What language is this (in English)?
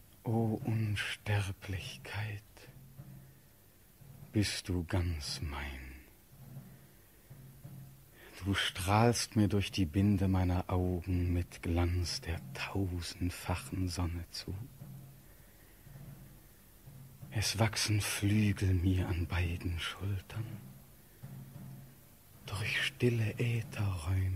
German